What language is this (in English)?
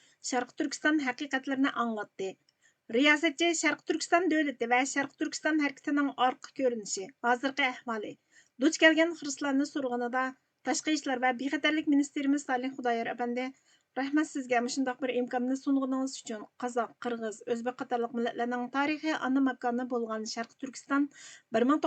Uyghur